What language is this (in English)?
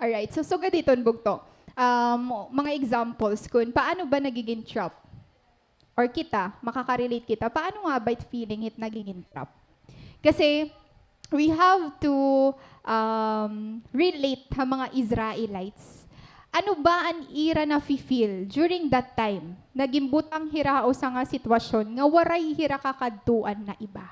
Waray